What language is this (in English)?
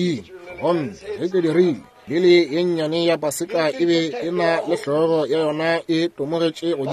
Northern Sotho